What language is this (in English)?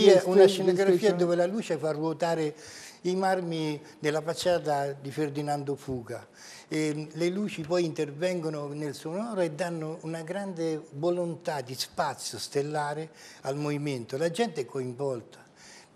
Italian